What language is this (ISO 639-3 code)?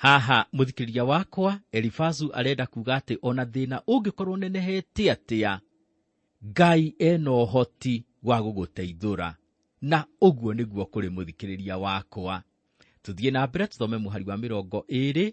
kik